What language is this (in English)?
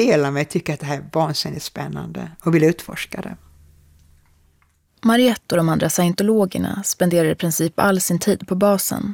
Swedish